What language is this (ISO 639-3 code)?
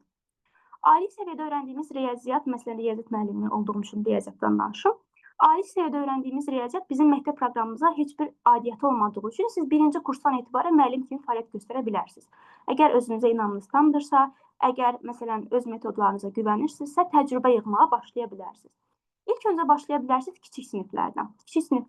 aze